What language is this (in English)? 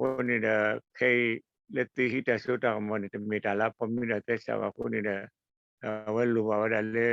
S'gaw Karen